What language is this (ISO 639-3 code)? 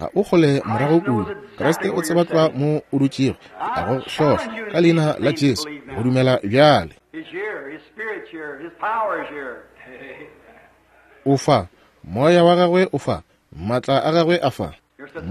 nso